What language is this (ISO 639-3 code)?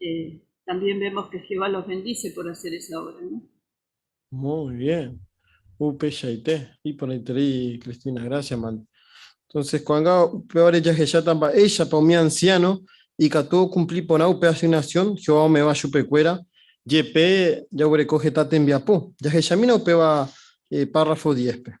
grn